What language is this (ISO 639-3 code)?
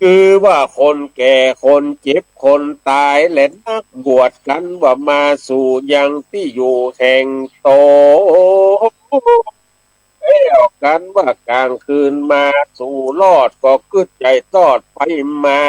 nod